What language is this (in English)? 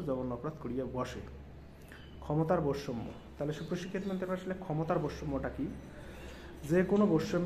Bangla